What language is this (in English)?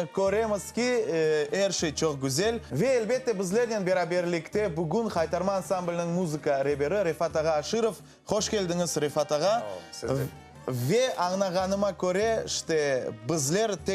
Crimean Tatar